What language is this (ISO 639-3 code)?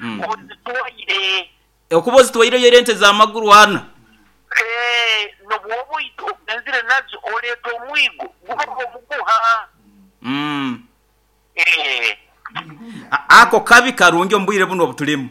nyo